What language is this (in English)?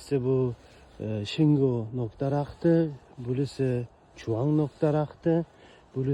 Uzbek